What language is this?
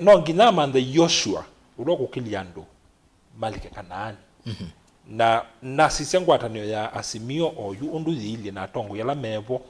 Kamba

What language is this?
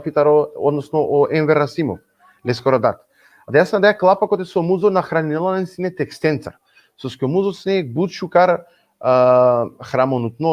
Balkan Romani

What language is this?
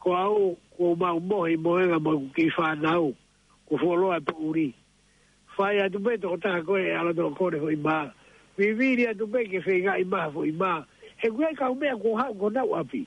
Tongan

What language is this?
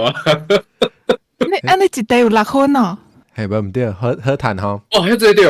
Min Nan Chinese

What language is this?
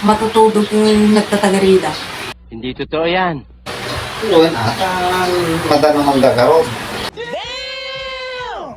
Iloko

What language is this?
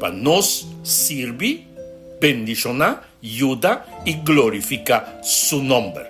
Papiamento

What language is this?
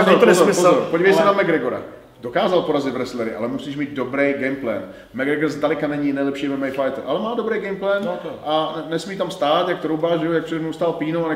Czech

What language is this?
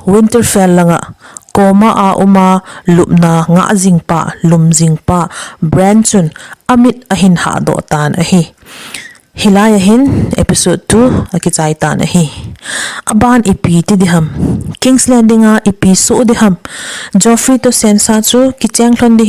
Thado Chin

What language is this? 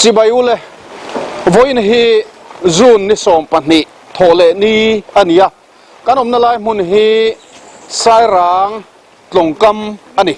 Mizo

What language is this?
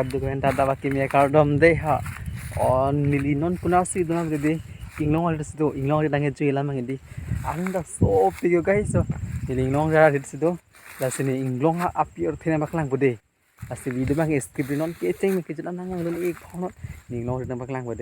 Karbi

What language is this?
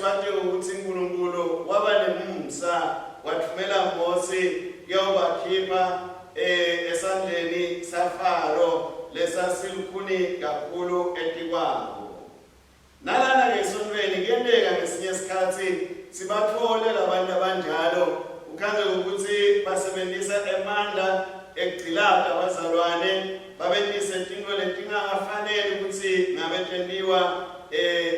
Swati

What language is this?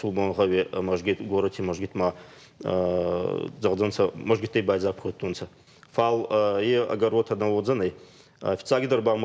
Ossetic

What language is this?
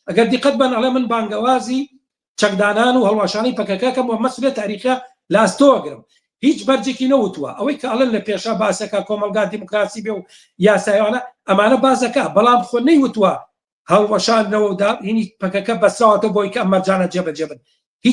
Central Kurdish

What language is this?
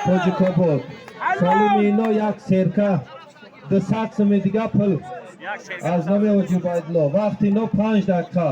Tajik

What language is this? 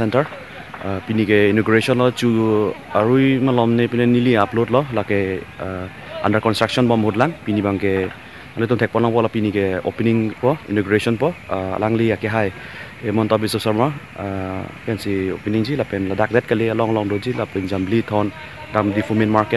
Karbi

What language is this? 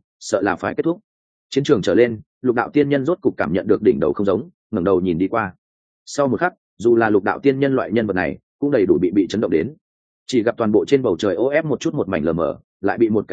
Vietnamese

